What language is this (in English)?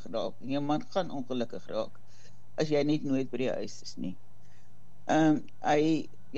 Afrikaans